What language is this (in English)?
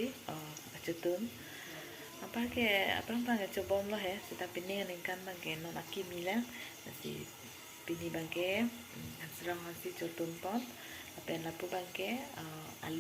Karbi